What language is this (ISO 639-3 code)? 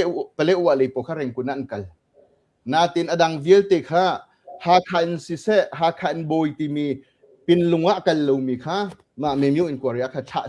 cnh